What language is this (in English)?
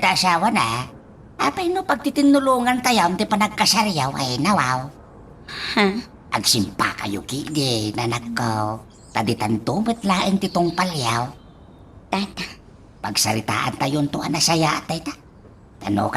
Iloko